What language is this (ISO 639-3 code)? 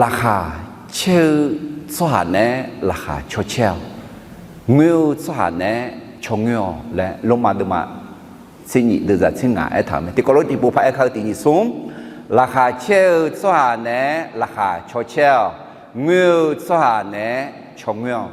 ahk